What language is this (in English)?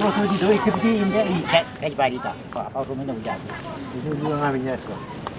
Marshallese